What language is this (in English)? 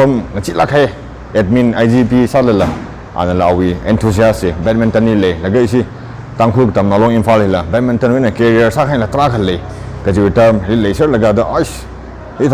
Tangkhul Naga (India)